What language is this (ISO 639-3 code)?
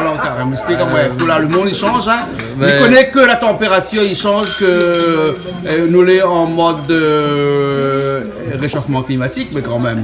rcf